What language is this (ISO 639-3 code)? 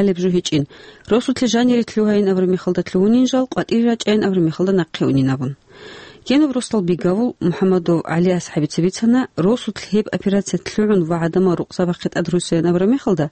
ava